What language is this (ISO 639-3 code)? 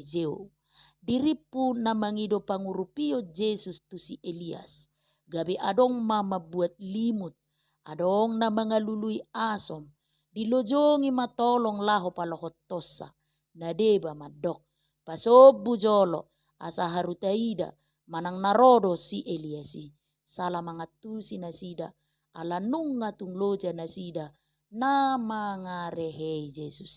bbc